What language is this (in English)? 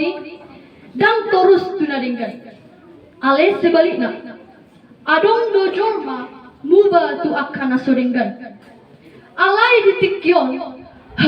Batak Toba